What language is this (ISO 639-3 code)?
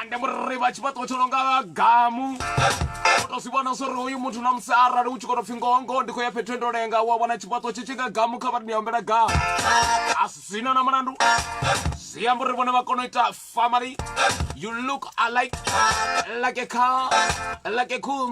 ven